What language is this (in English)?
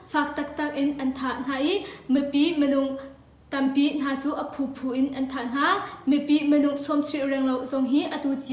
Hakha Chin